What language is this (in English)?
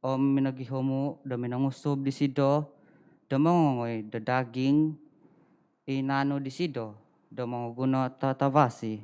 Central Dusun